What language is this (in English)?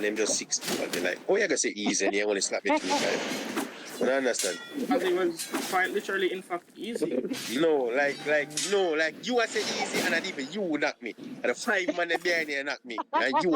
Jamaican Creole English